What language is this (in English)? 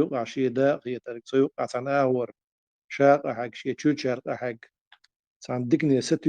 Chechen